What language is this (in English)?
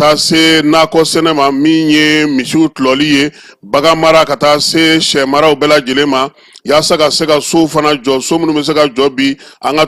Bambara